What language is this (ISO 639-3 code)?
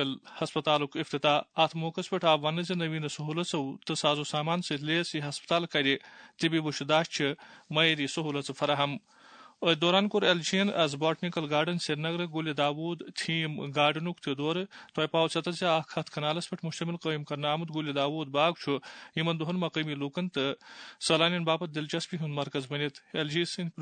kas